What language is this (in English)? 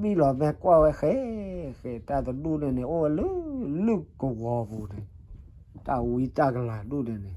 S'gaw Karen